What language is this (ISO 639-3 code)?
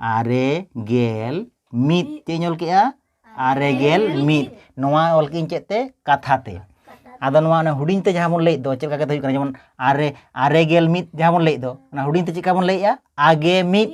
sat